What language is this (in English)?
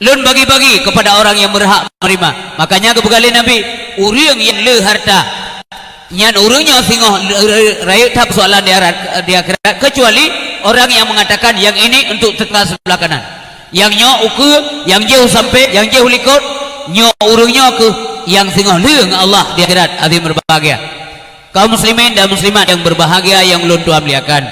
Achinese